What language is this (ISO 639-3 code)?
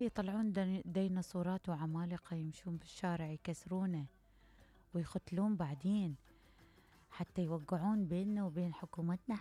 acm